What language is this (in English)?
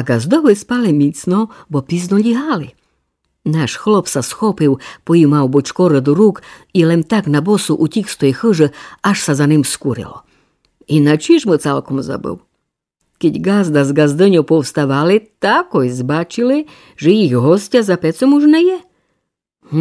Rusyn